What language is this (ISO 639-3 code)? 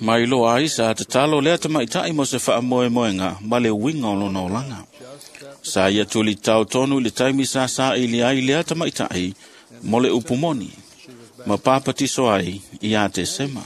smo